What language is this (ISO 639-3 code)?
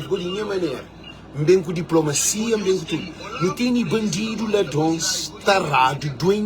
kea